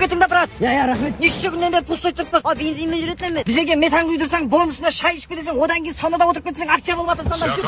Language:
Kara-Kalpak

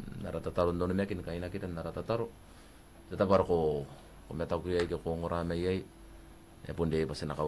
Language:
Gilbertese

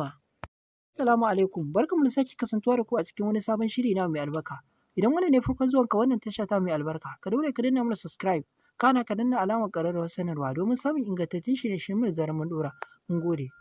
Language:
Hausa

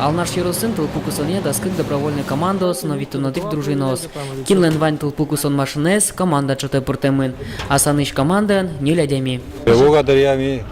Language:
Udmurt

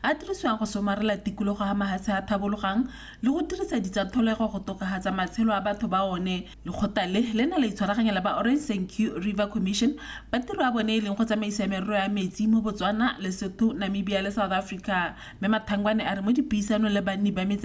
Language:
Tswana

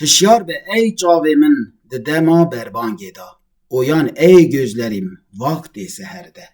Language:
Kurdish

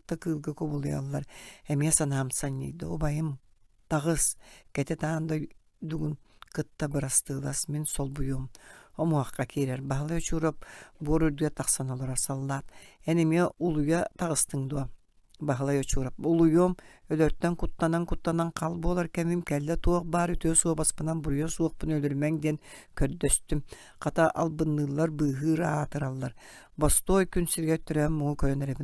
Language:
Yakut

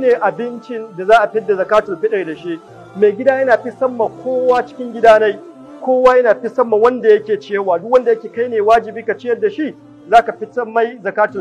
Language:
Hausa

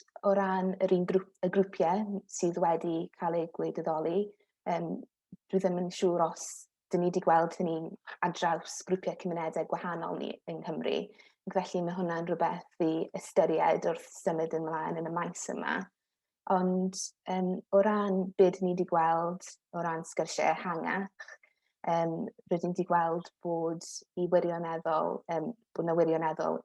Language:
Welsh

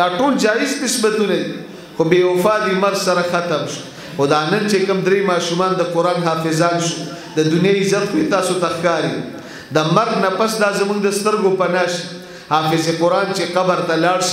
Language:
Pashto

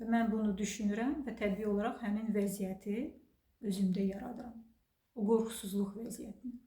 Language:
Azerbaijani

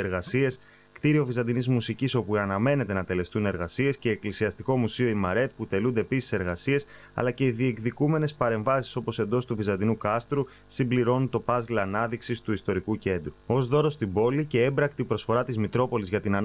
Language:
Greek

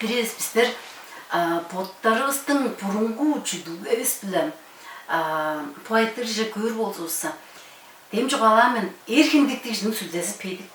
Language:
Tuvinian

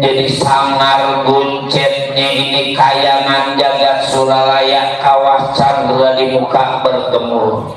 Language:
Betawi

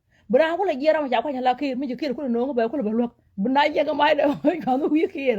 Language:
Nuer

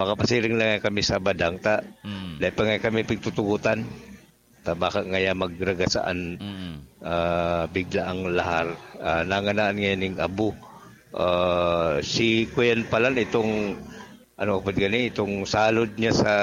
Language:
Bikol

